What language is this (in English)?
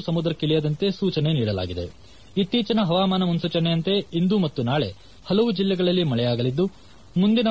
Kannada